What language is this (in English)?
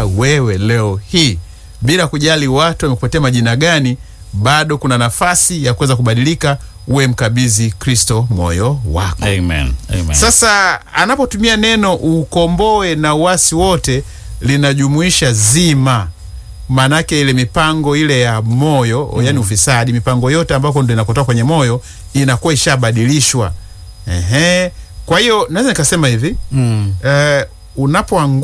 Swahili